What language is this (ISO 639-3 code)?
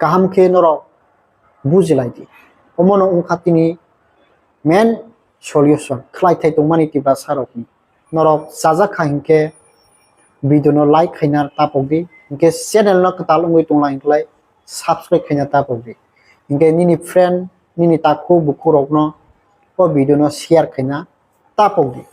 trp